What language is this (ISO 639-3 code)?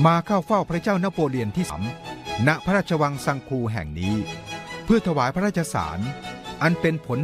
tha